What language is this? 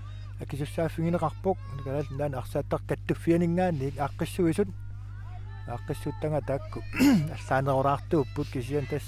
Kalaallisut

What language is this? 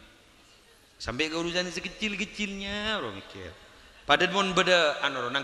Madurese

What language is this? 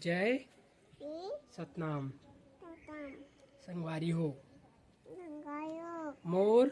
Chhattisgarhi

